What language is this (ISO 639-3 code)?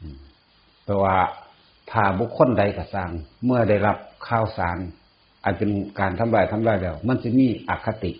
tts